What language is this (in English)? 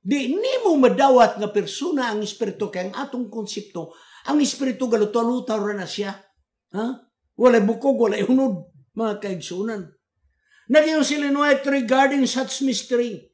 Cebuano